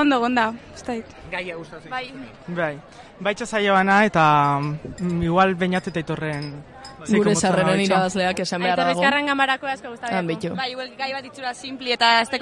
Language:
Basque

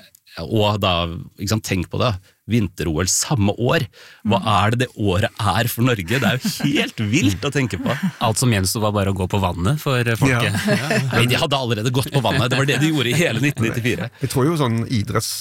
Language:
Norwegian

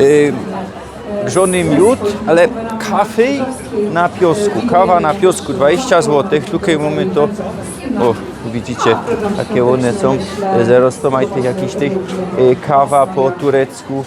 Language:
Silesian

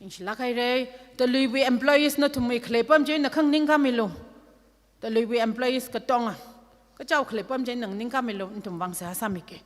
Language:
Tangkhul Naga (India)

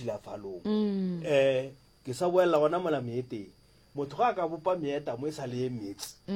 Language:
Northern Sotho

